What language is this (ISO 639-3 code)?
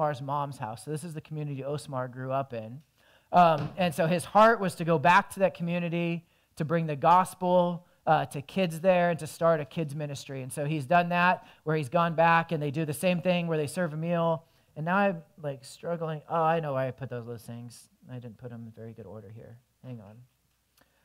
eng